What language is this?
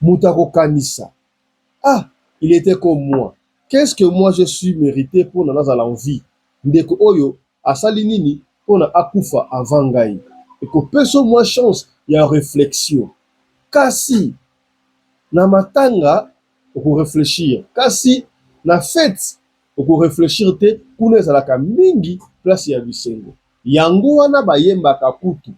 Lingala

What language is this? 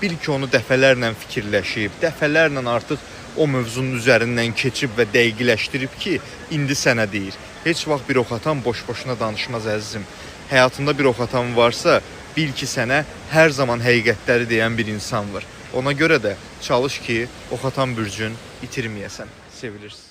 Azerbaijani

